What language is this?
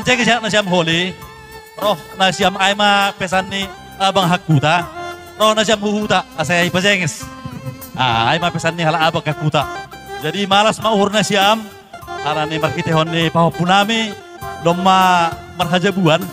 Batak Toba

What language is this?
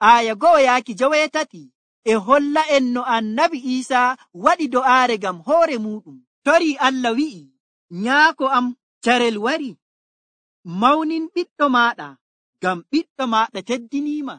Nigerian Fulfulde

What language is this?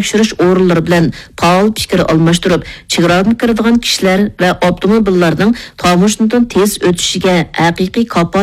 Uyghur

